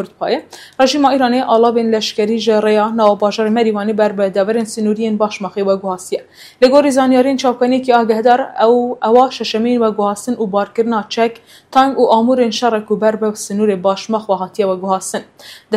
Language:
Kurdish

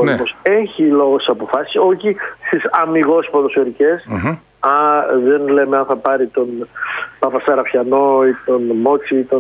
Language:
Greek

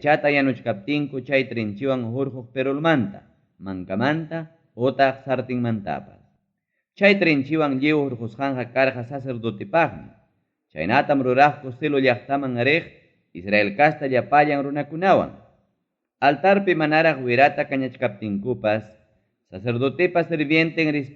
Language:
Ayacucho Quechua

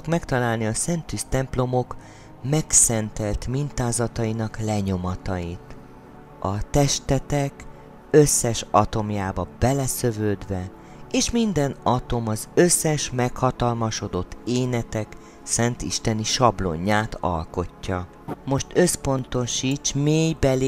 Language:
Hungarian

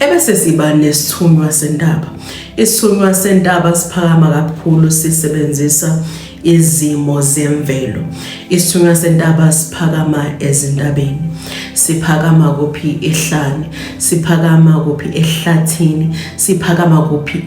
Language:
Zulu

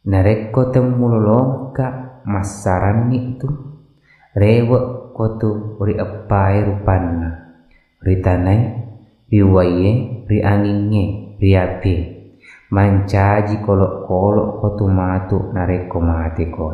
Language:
Buginese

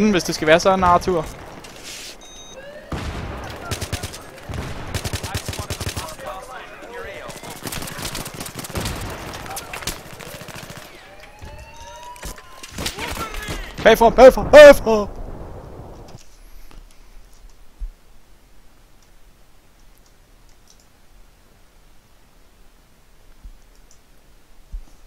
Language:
Danish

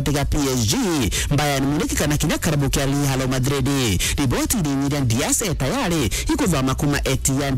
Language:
Meru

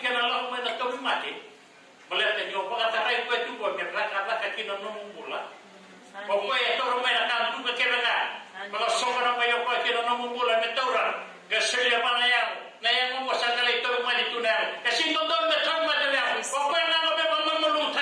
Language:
Fijian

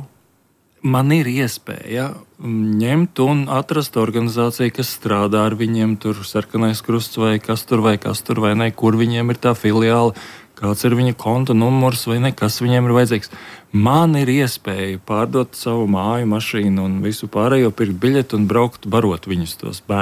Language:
Latvian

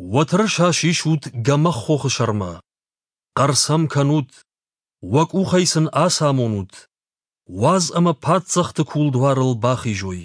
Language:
Ossetic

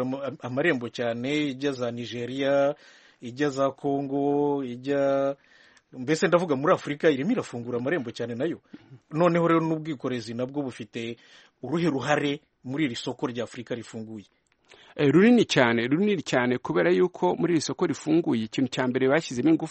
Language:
Kinyarwanda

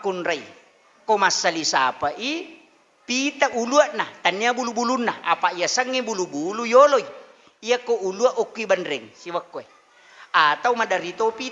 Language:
Buginese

